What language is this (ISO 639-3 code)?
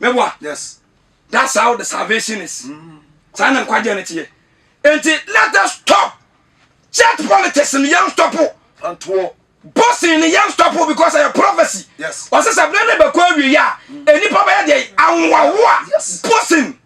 aka